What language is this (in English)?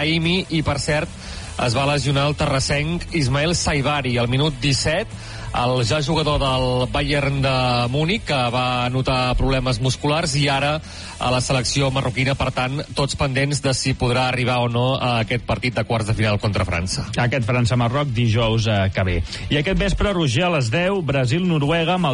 Catalan